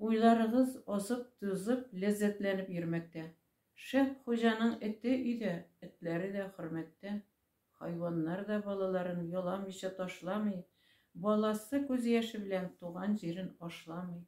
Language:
Tatar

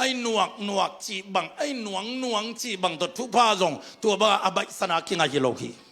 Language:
Tedim Chin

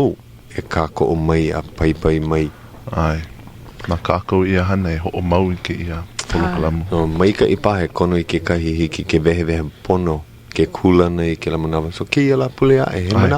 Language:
Hawaiian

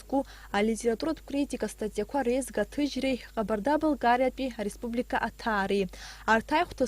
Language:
Abkhazian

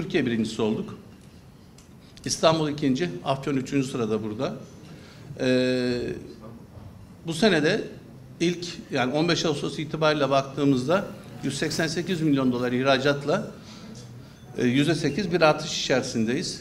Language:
Turkish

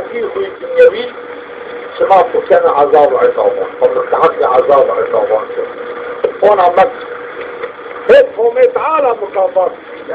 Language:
Zaza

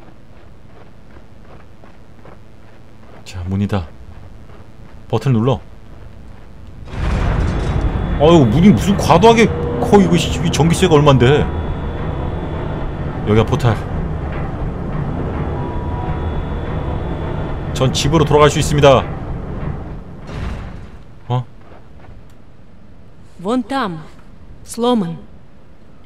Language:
Korean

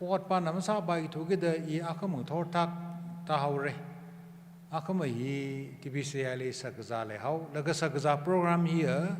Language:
Tangkhul Naga (India)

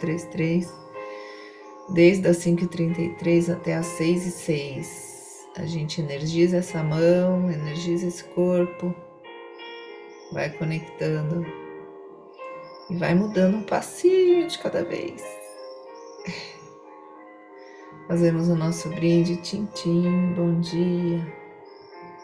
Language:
Portuguese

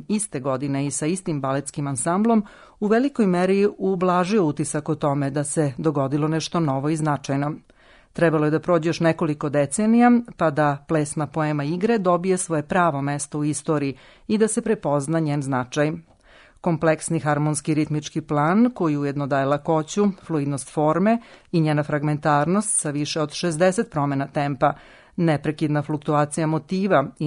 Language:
Serbian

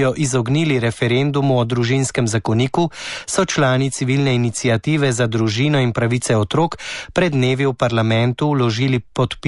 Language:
Slovenian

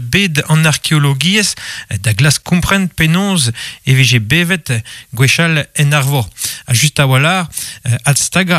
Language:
Breton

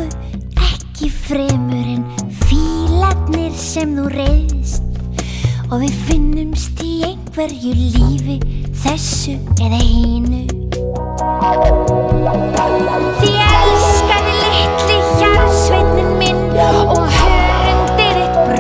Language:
Icelandic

